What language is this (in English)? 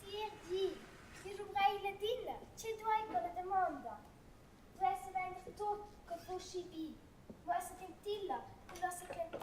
Romansh